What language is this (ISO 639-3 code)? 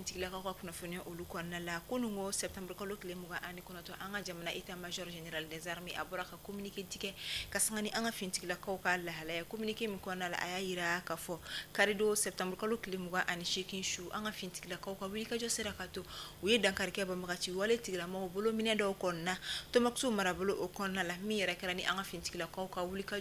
bam